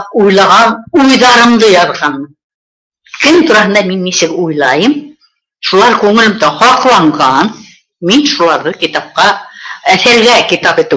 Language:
Bashkir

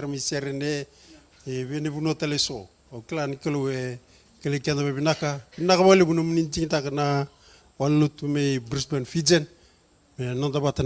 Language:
Fijian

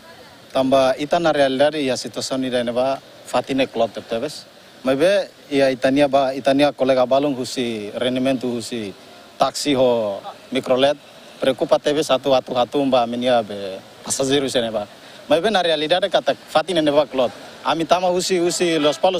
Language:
Tetum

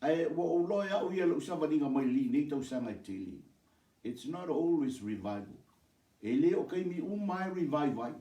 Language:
Samoan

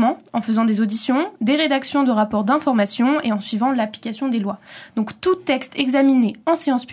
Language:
French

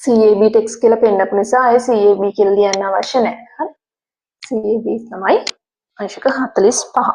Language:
Sinhala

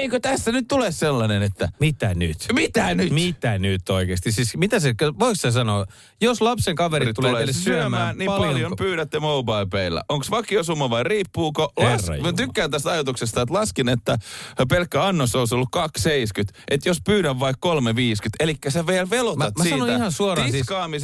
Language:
Finnish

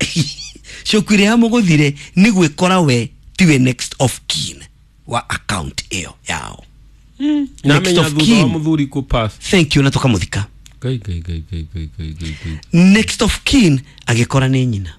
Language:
Kikuyu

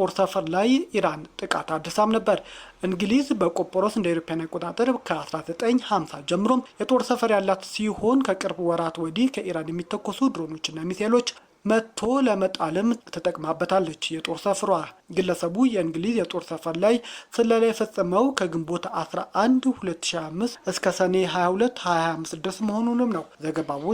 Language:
Amharic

